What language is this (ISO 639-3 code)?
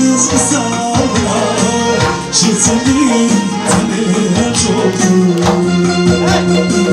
kaa